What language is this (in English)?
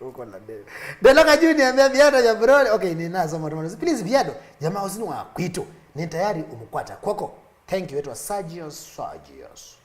Kamba